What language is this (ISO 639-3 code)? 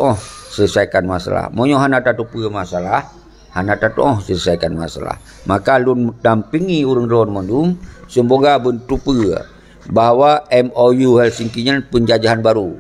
ace